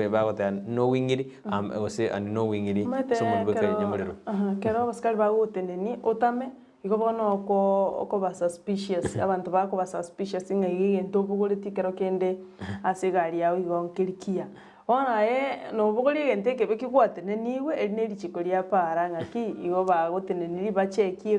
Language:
Gusii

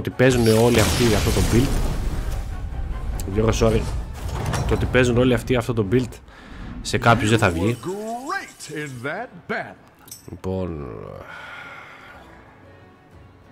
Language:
Greek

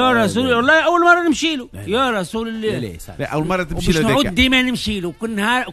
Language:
Tunisian Arabic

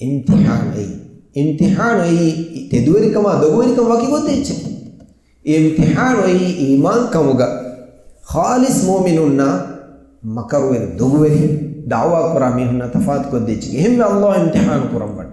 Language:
Divehi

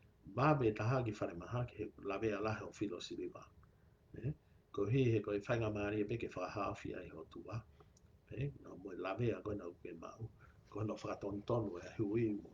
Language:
Tongan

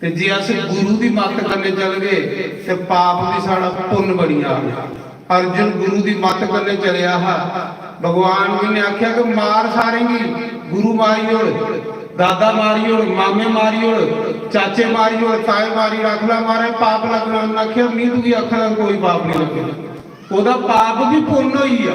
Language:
Dogri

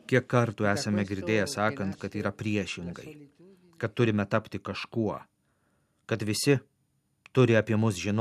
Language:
Lithuanian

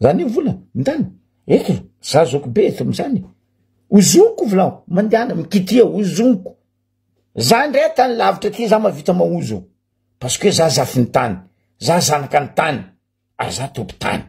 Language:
Malagasy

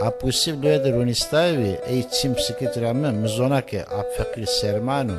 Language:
Zaza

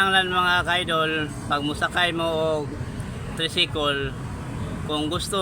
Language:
Cebuano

